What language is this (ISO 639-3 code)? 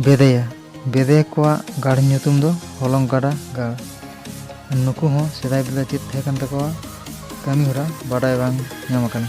sat